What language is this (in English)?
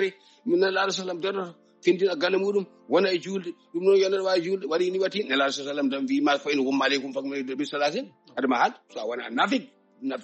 Fula